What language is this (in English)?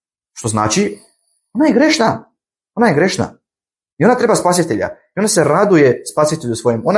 Bosnian